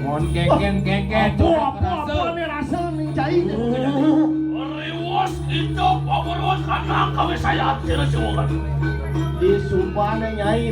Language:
Balinese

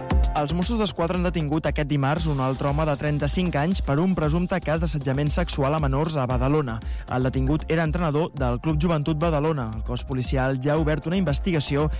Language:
Catalan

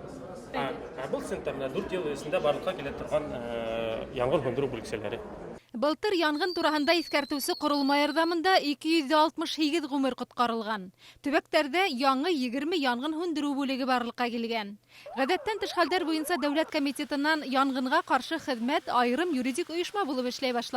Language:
Bashkir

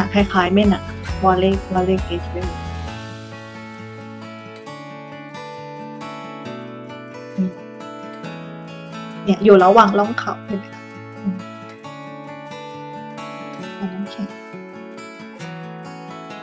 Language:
Thai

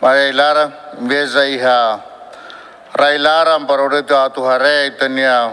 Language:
Tetum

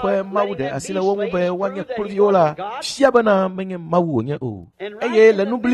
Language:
Ewe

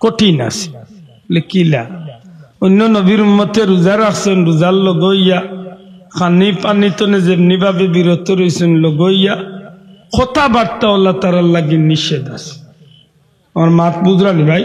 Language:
Sylheti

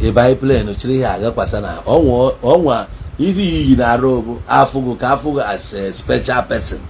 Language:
Igbo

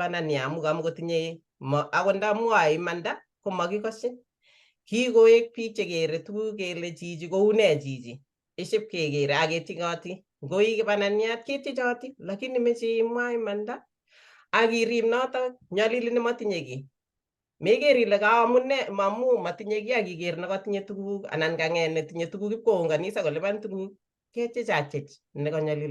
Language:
Kalenjin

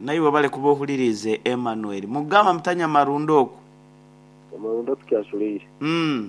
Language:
Nyoro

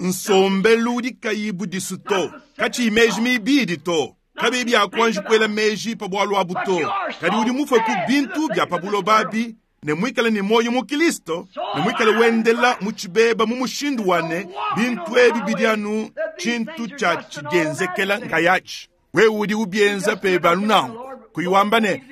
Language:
Luba-Lulua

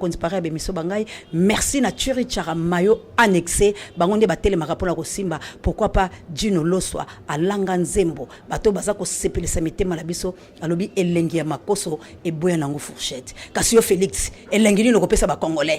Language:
Lingala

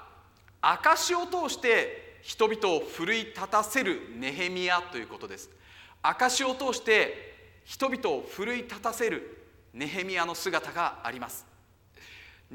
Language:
Japanese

